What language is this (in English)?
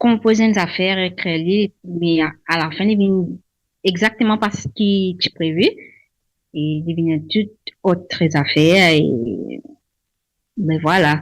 Morisyen